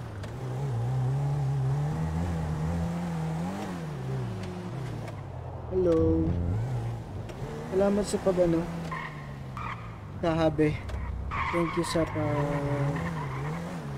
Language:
Filipino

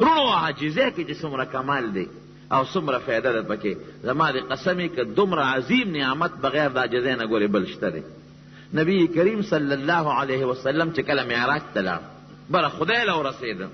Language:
Pashto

